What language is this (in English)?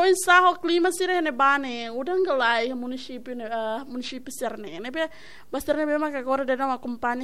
Tetum